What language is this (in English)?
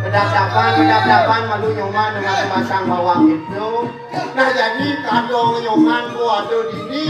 Balinese